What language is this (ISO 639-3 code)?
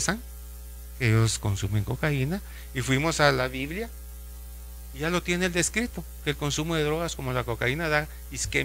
spa